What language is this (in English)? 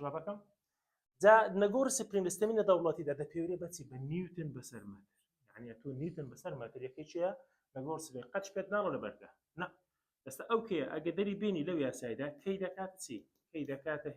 Central Kurdish